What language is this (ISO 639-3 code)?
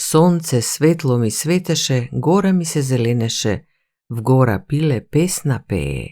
mkd